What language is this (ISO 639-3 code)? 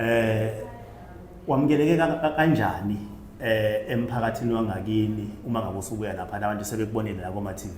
zul